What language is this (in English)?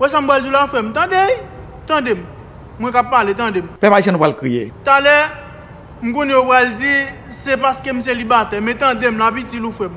Haitian Creole